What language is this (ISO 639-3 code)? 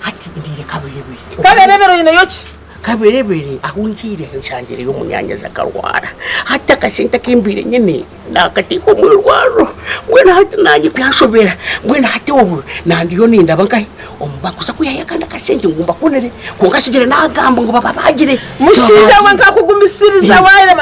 nyn